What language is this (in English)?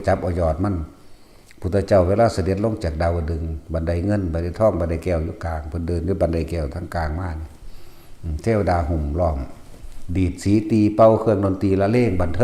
Northeastern Thai